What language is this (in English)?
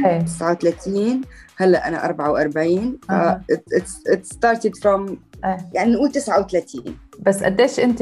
North Levantine Arabic